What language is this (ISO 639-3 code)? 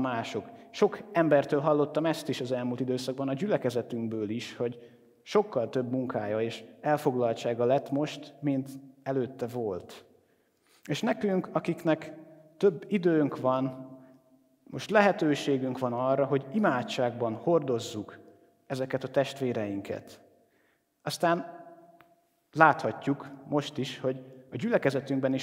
hun